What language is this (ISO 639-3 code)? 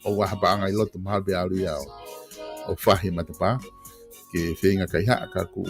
ton